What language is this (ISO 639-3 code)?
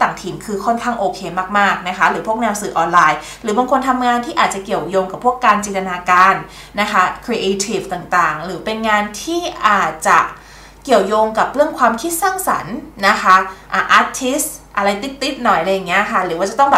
tha